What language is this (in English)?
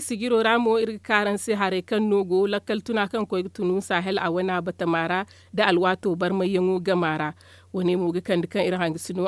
Zarma